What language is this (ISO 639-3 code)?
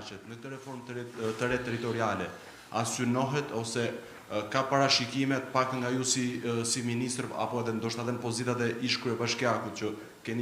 sqi